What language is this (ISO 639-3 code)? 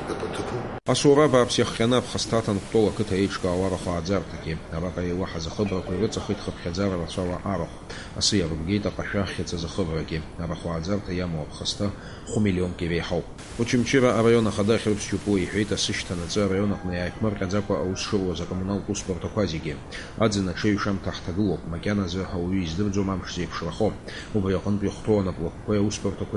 abk